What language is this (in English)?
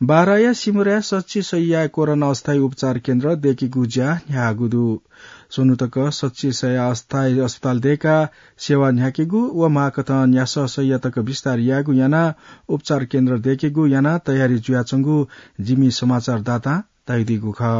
Newari